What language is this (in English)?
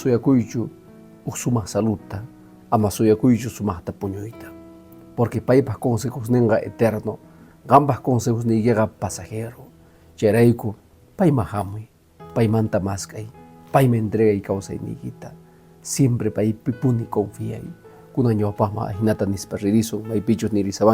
Quechua